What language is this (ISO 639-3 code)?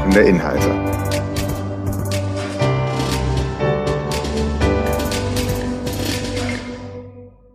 deu